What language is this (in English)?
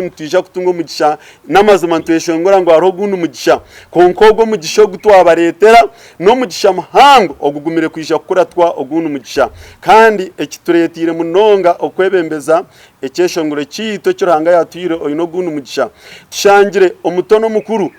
Nyankole